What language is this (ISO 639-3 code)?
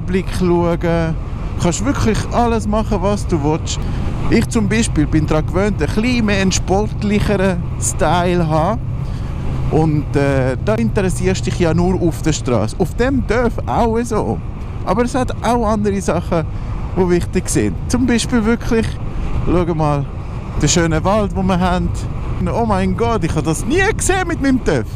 gsw